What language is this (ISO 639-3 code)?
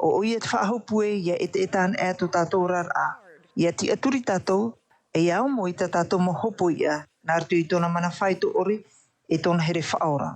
tah